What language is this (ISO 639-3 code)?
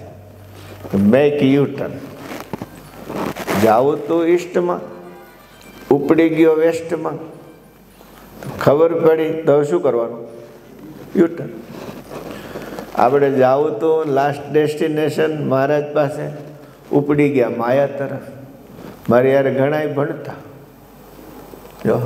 guj